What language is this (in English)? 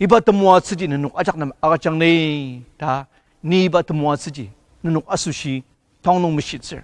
Ao Naga